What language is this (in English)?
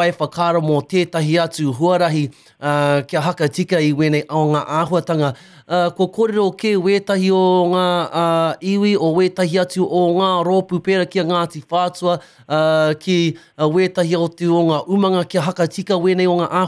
Māori